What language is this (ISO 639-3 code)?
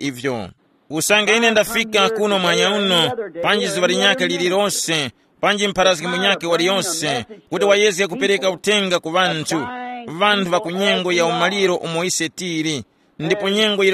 tum